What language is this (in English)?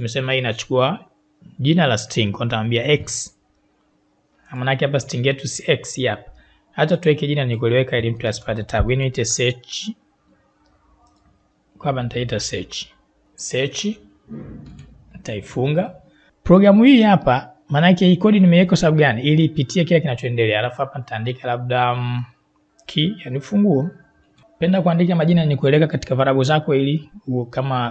Swahili